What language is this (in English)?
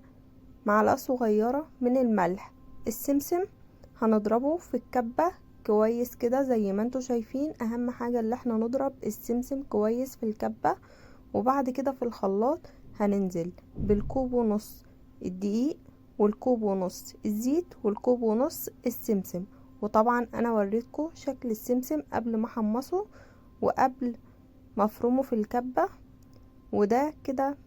Egyptian Arabic